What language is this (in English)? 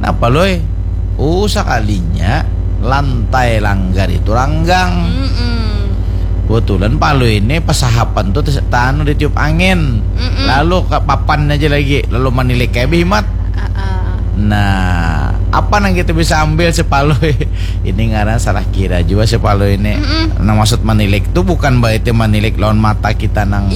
Banjar